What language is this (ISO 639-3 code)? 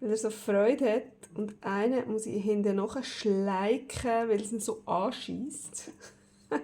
gsw